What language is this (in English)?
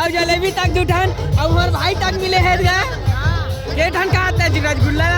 Chhattisgarhi